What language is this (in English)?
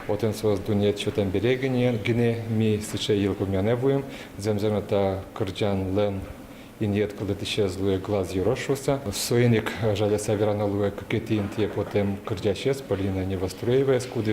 Udmurt